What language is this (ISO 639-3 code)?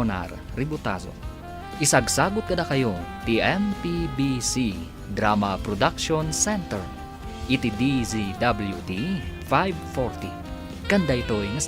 ilo